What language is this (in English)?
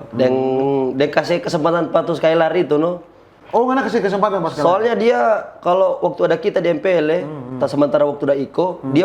Manado Malay